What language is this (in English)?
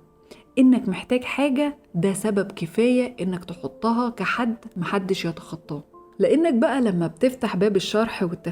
Egyptian Arabic